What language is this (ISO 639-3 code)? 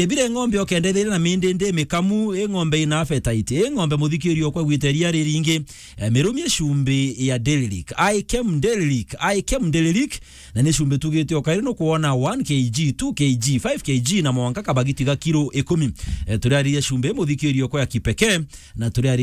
mer